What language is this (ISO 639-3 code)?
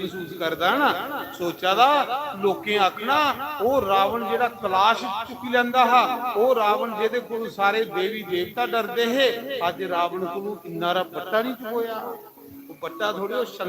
doi